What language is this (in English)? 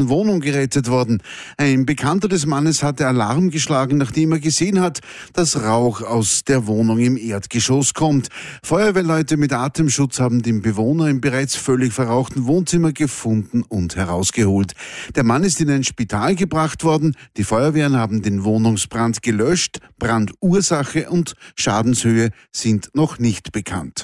German